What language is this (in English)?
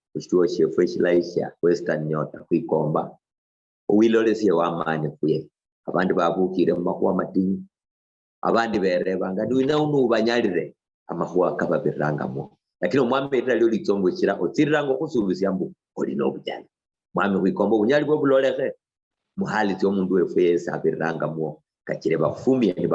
Luyia